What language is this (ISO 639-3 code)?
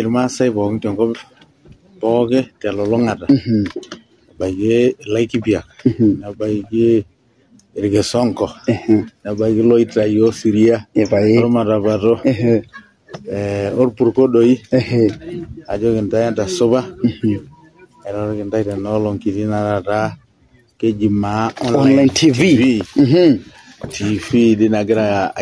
mas